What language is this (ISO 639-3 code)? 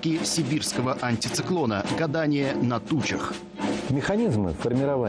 rus